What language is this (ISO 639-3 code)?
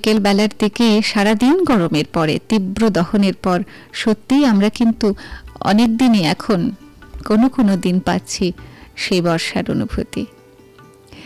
ben